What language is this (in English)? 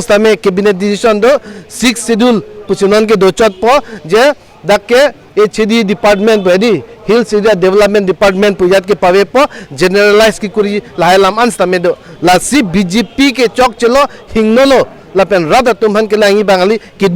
Karbi